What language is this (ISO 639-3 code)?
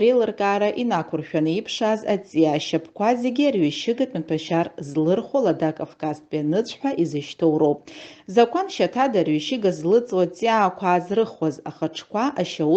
abk